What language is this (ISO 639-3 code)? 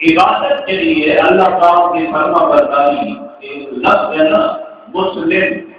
skr